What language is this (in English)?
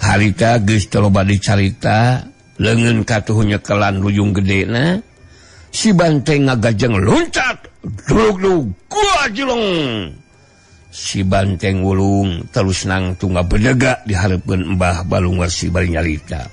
Sundanese